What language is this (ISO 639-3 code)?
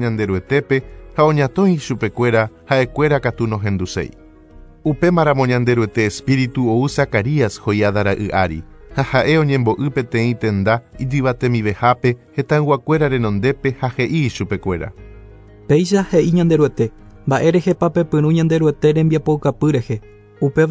grn